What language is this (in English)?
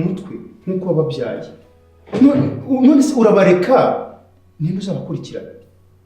Kinyarwanda